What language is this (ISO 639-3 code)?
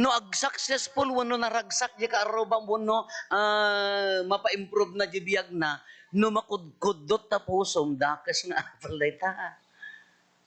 ilo